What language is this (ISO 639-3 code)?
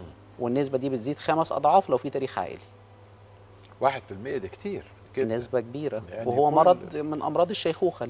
arz